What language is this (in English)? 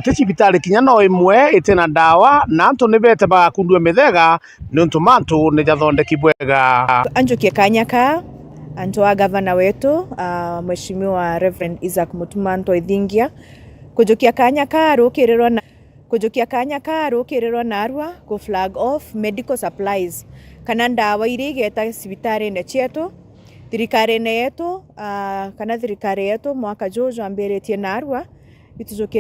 Meru